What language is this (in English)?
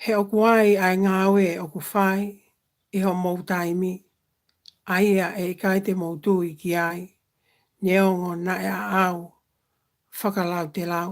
Tongan